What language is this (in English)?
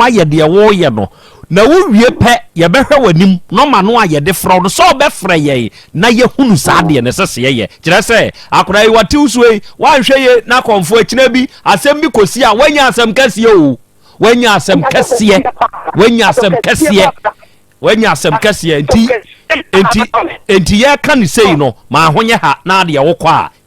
Akan